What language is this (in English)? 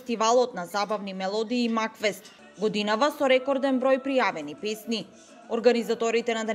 Macedonian